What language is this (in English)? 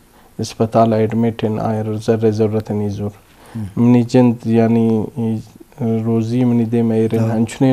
Eastern Balochi